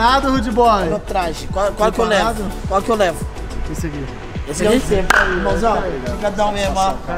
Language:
Portuguese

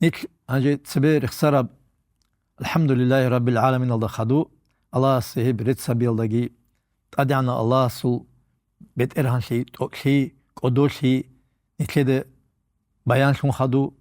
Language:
Avaric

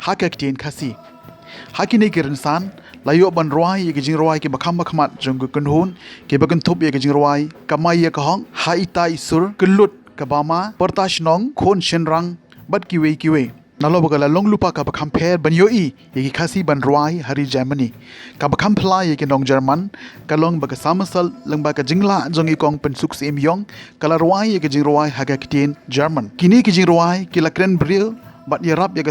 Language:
Khasi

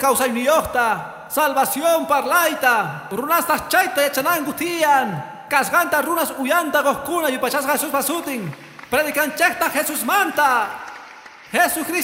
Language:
Quechua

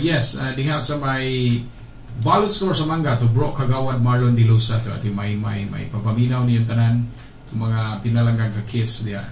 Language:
Cebuano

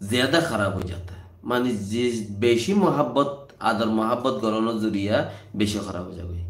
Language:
Rohingya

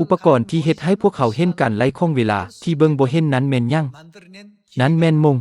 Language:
Lao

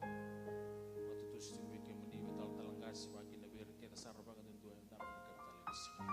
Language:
Fijian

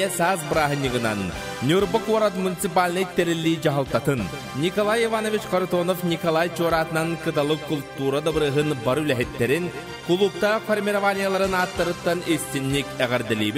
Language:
Yakut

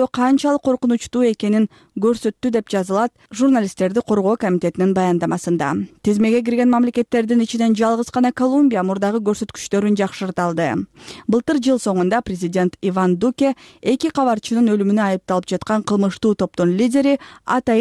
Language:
Kyrgyz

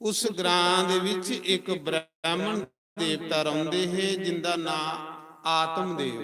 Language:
Dogri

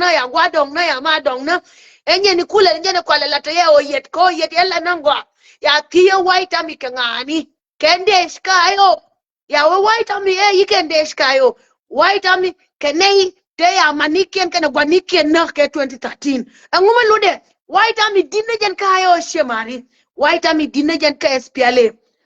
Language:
Nuer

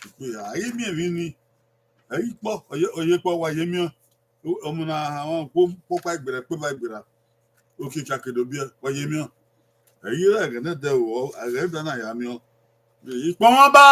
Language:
Bini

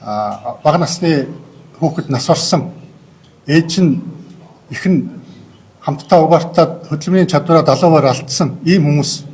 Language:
Mongolian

